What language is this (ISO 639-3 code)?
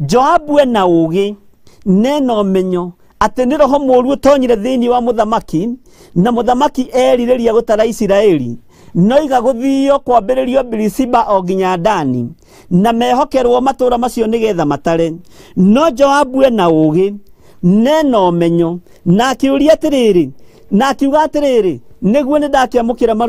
kik